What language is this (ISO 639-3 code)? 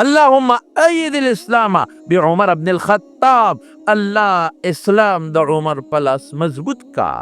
pus